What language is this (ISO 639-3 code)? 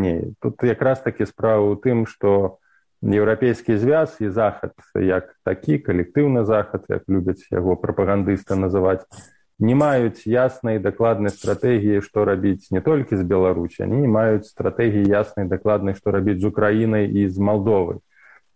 bel